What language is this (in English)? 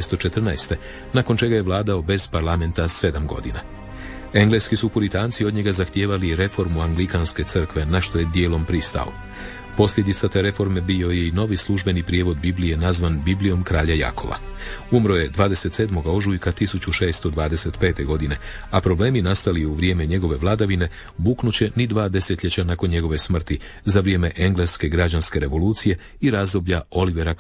Croatian